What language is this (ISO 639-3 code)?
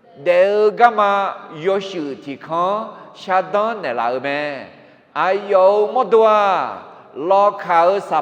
ahk